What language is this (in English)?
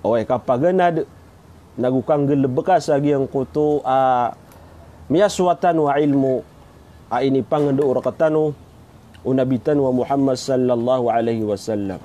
Maranao